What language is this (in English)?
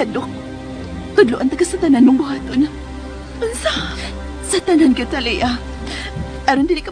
Cebuano